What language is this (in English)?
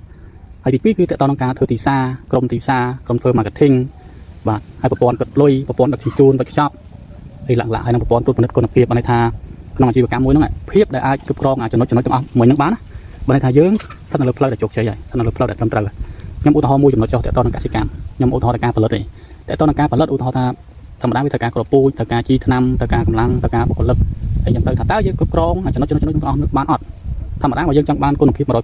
Khmer